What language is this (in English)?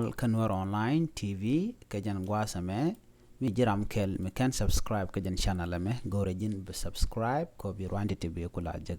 Nuer